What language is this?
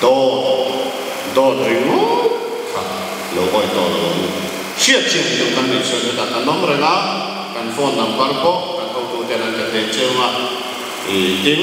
Mizo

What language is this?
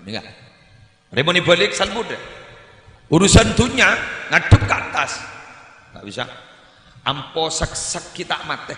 Madurese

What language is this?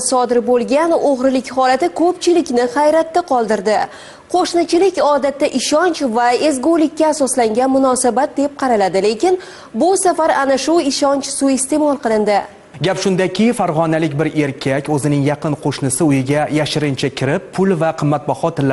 Uzbek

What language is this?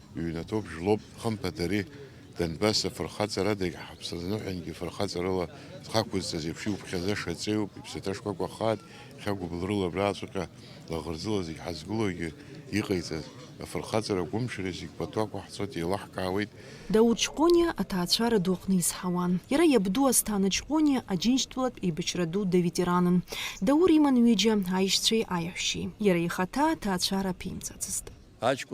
Abkhazian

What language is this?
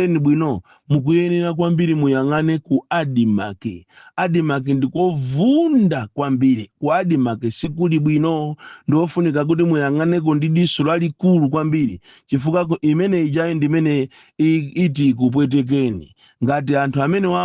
Nyanja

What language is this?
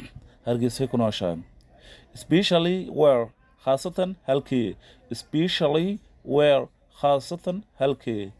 Somali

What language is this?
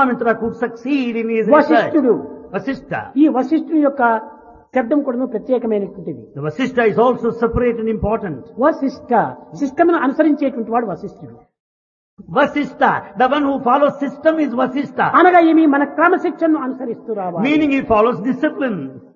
Telugu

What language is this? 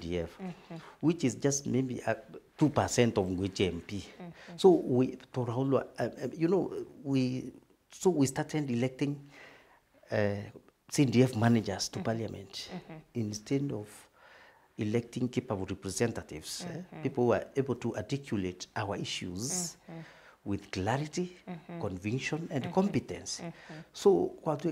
Meru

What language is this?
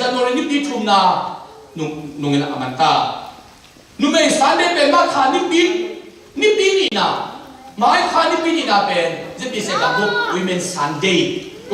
Tedim Chin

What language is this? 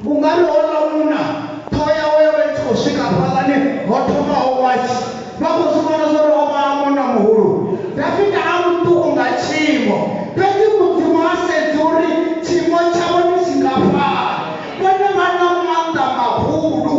Venda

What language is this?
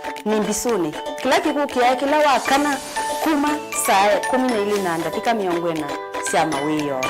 Kamba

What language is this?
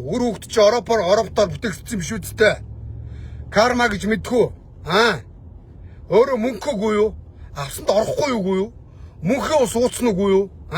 Mongolian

